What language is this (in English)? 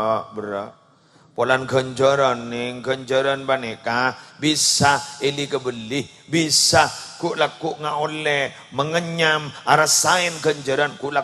Madurese